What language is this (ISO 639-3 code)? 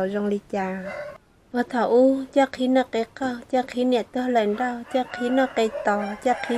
hmn